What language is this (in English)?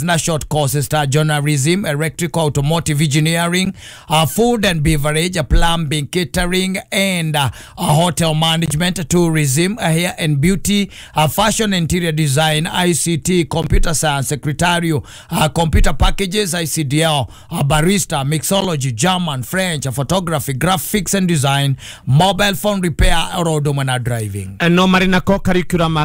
Kikuyu